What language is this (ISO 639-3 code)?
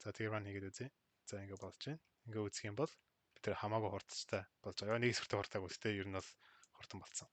mon